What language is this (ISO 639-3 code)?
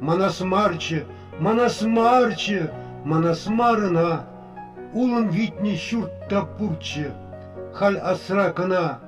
chv